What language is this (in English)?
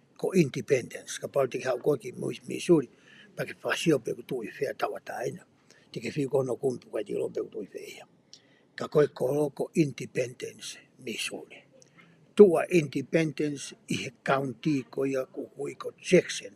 Tongan